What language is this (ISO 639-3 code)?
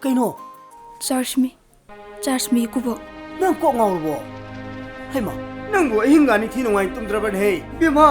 mni